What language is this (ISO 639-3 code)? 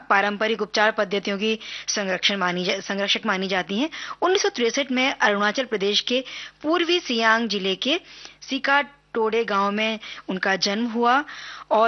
hin